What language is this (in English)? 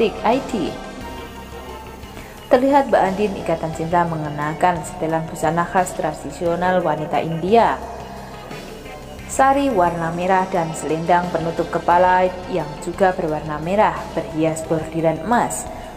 Indonesian